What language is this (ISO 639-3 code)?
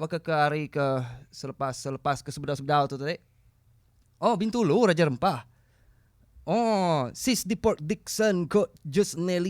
iba